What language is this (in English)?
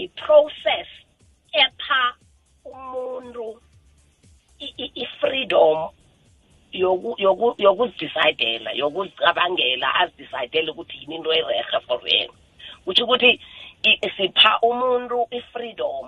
South Ndebele